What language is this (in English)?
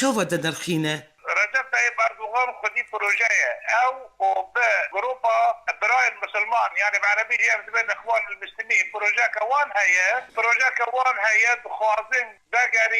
Kurdish